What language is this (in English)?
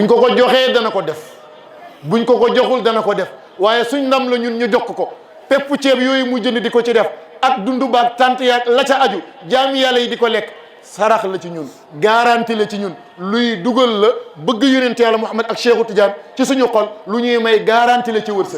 Wolof